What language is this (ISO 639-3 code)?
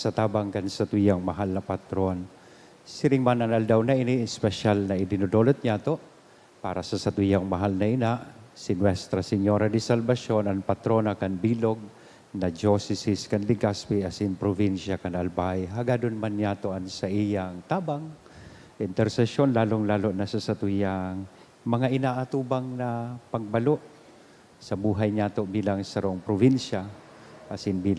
bik